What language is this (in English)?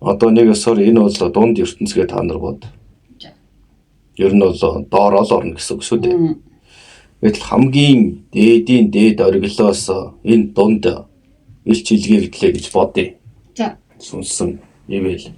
Mongolian